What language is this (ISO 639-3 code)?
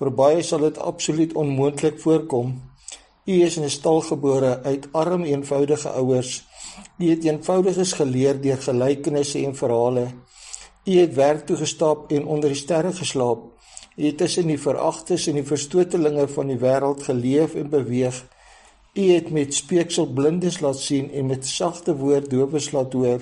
afr